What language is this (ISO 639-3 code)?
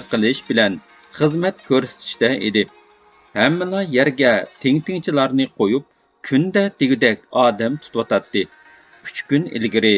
uig